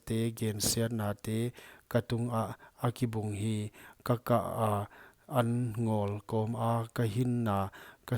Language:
Paite Chin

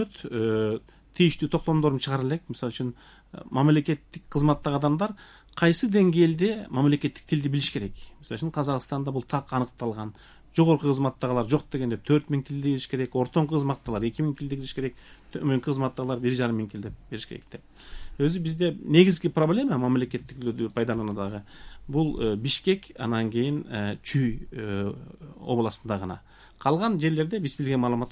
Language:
Kyrgyz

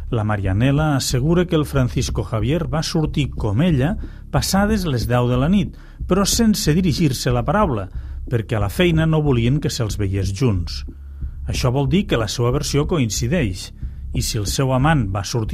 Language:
Catalan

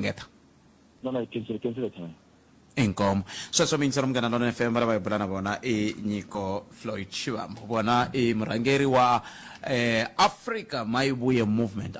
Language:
Tsonga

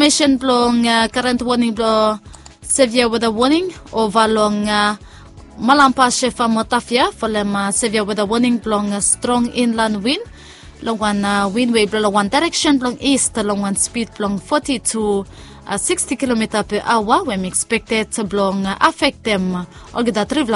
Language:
Bislama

